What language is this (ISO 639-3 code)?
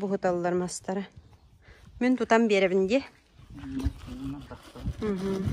sah